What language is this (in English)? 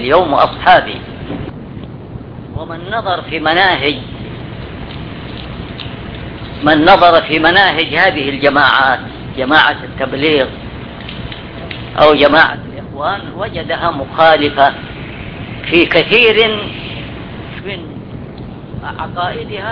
Arabic